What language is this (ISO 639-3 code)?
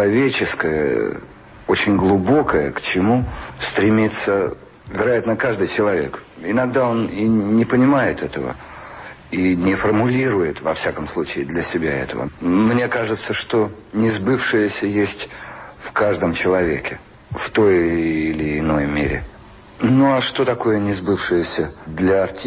rus